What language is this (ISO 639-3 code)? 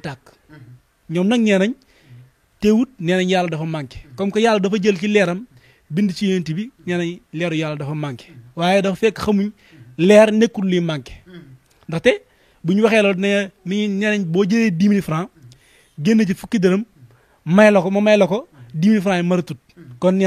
wol